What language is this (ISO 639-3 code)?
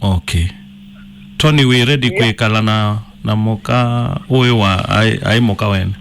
kam